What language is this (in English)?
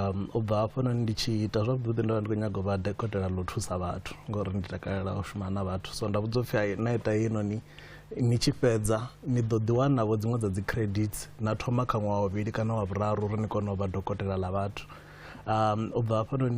Venda